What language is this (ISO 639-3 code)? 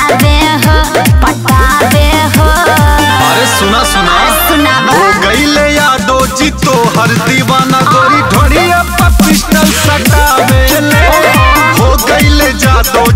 bho